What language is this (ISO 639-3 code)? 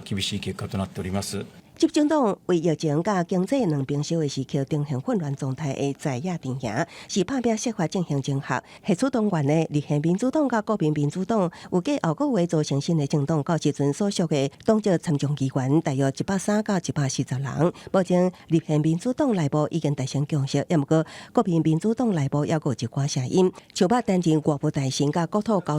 nan